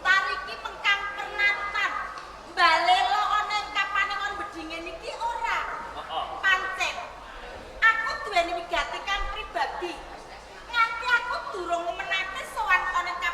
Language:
Javanese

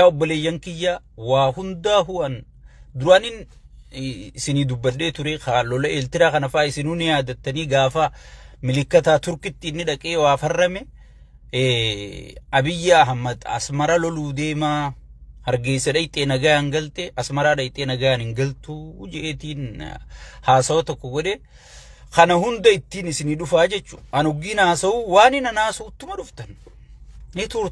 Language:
Oromo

